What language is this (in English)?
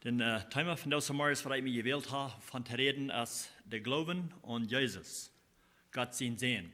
Plautdietsch